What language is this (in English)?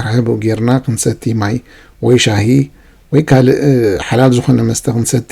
Tigrinya